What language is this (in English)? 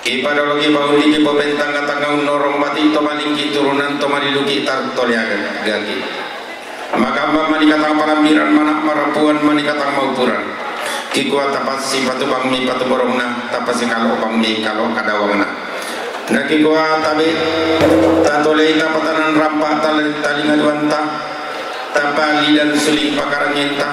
Toraja-Sa'dan